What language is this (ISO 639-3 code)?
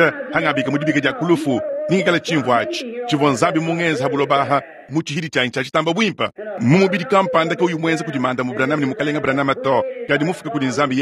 lua